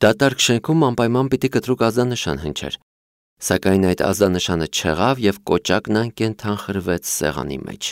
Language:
Armenian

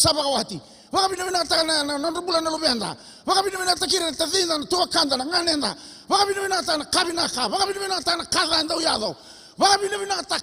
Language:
Fijian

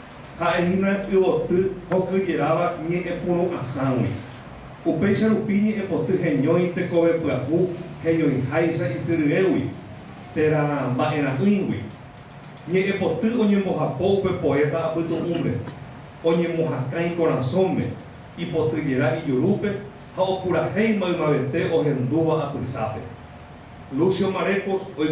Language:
Guarani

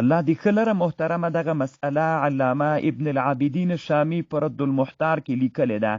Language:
Pashto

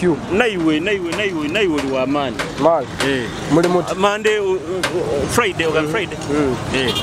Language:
Nyoro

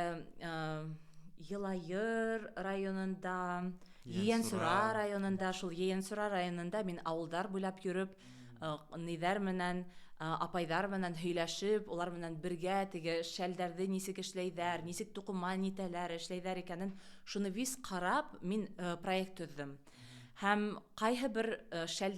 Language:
Bashkir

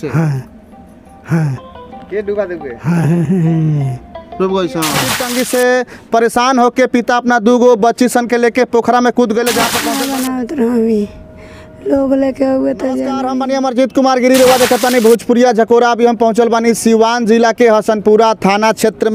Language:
Bhojpuri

